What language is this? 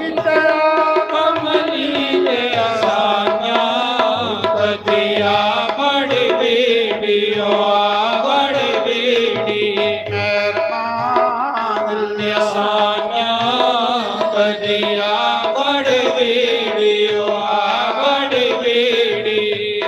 Dogri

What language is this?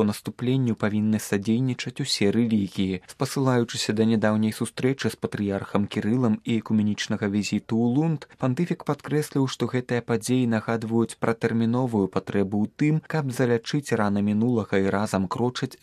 Belarusian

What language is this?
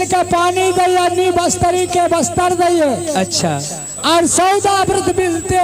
Maithili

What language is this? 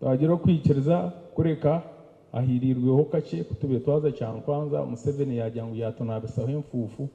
Nyankole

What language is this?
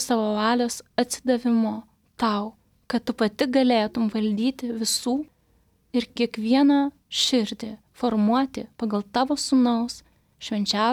Lithuanian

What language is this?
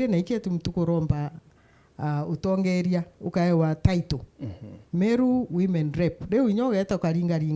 Meru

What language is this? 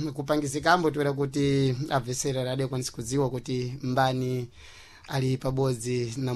Sena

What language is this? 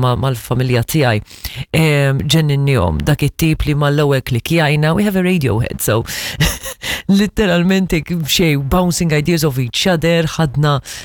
Maltese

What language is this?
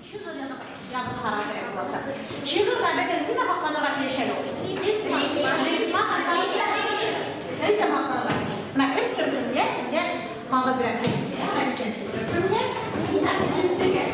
Bashkir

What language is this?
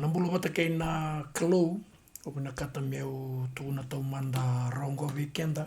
Fijian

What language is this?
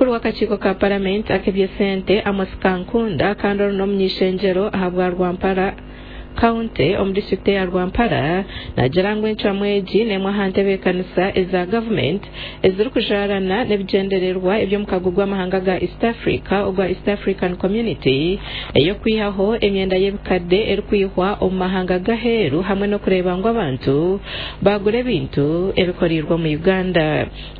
Nyankole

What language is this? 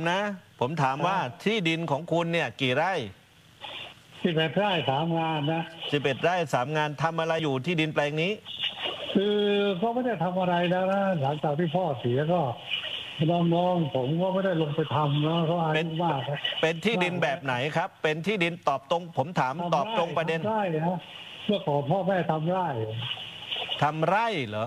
Thai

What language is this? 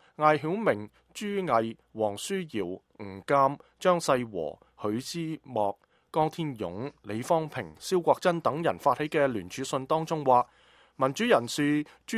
Cantonese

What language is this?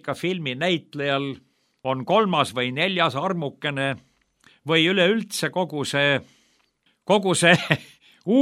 Estonian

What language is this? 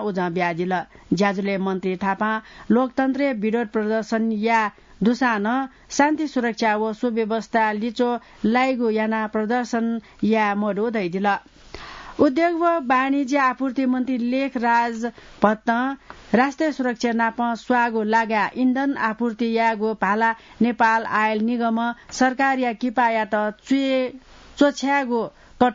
Newari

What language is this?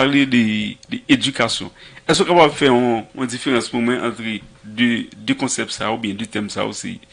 Haitian Creole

